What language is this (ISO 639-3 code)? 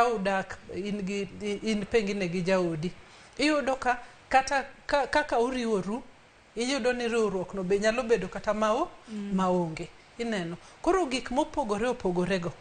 luo